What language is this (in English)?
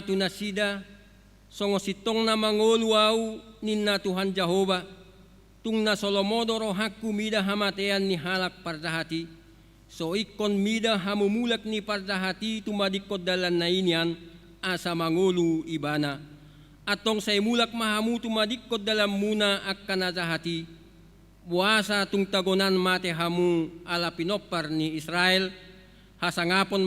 Batak Toba